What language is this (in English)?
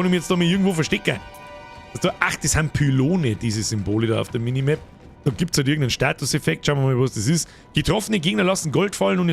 Bavarian